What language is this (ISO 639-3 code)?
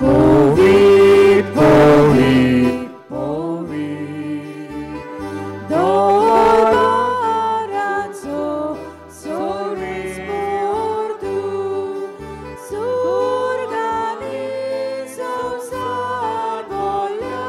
kok